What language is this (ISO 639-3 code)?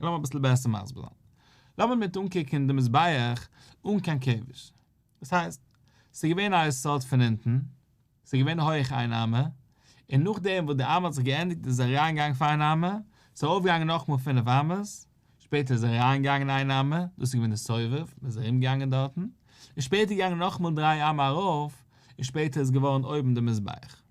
yid